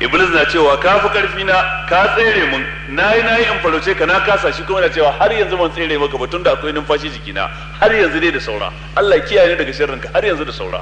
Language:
Hausa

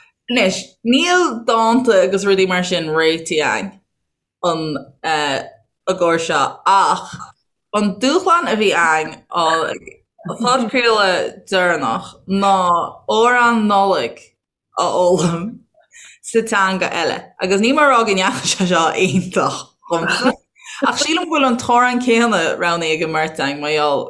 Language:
Irish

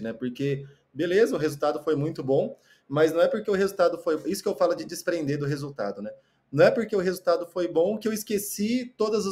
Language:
Portuguese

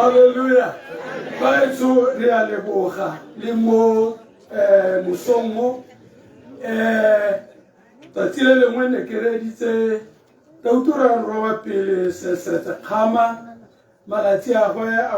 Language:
Tswana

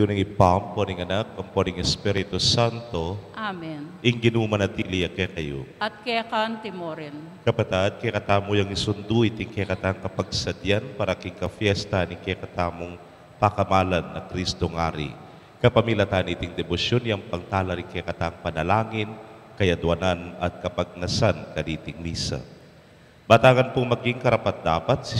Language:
Pampanga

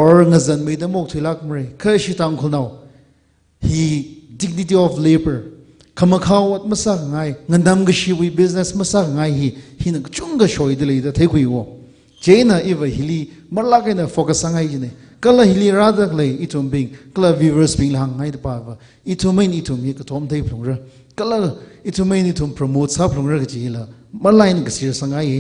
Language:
Tangkhul Naga (India)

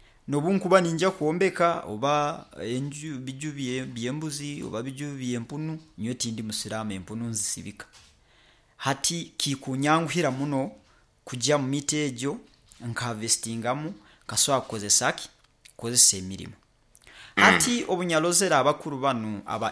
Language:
Nyoro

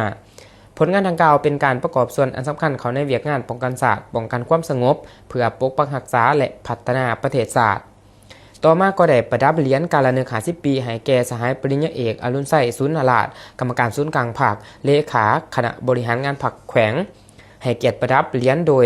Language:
Lao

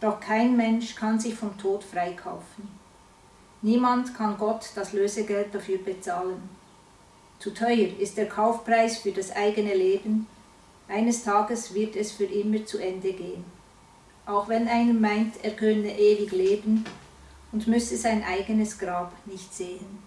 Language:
Swiss German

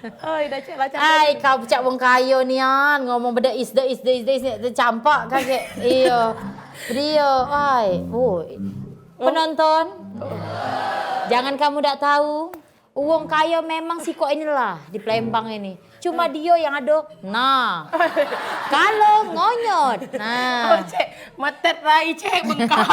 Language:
Musi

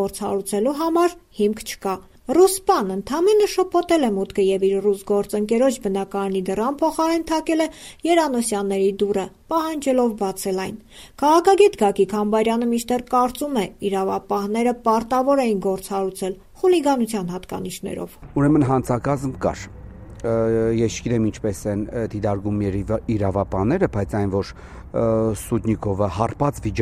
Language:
Armenian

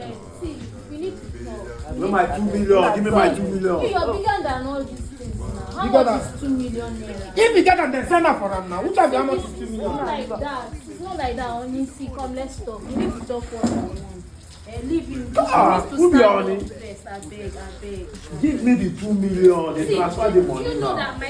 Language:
Nigerian Pidgin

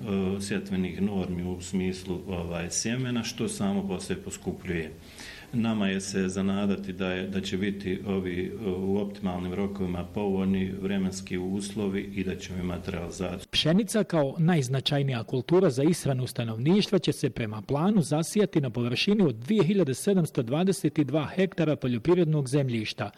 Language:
Bosnian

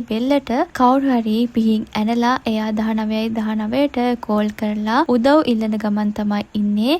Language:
Sinhala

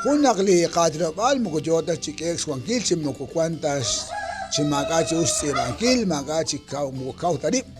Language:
Kekchí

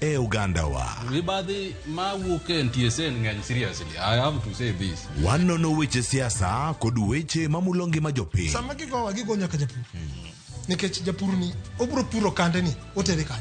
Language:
Luo (Kenya and Tanzania)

